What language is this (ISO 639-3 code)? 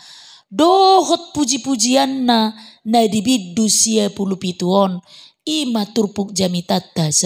bbc